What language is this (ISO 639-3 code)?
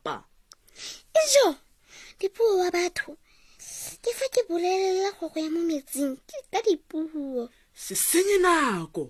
tsn